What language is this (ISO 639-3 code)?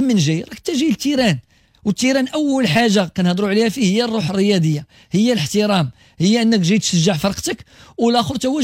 ary